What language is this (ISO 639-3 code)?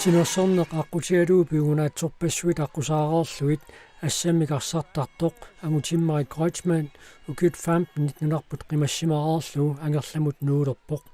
kal